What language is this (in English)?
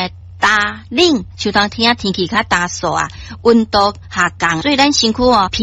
Min Nan Chinese